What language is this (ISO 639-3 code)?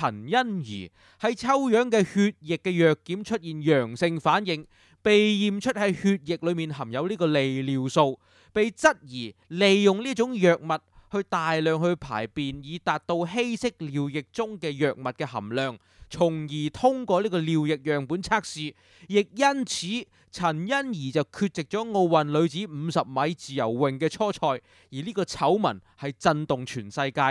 yue